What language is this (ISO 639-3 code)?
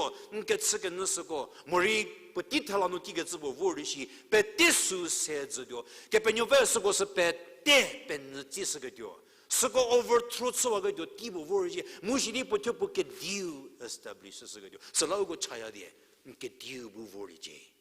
njm